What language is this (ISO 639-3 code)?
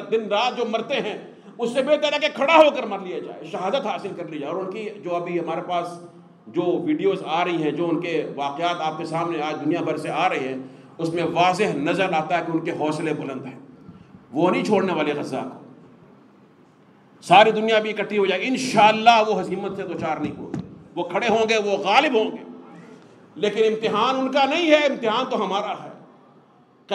urd